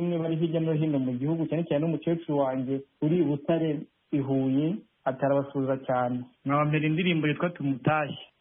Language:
Kinyarwanda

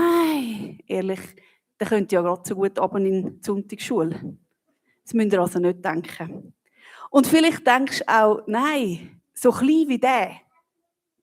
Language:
Swiss German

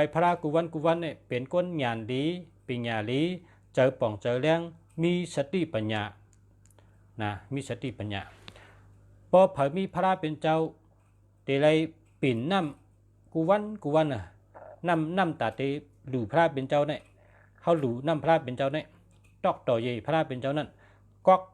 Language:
Shan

